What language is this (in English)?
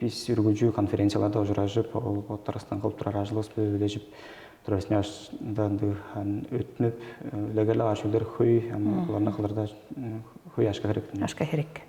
Tuvinian